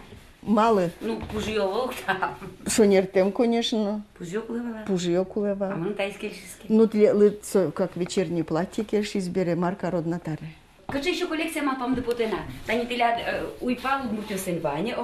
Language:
Udmurt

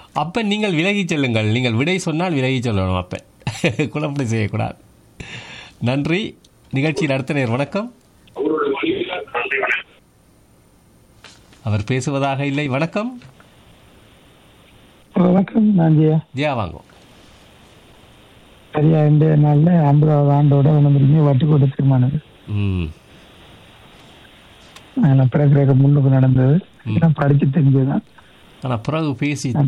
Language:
Tamil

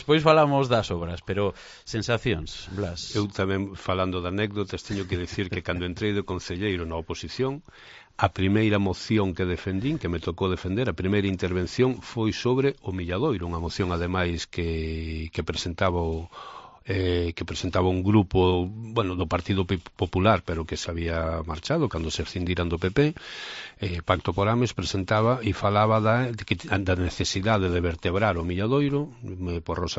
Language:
Galician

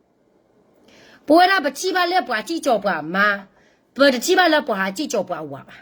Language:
S'gaw Karen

